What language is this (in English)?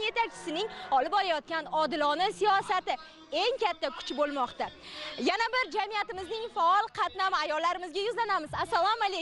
Uzbek